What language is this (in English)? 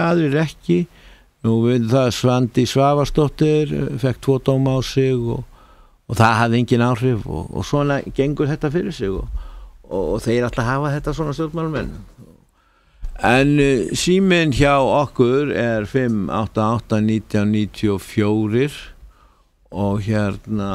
Icelandic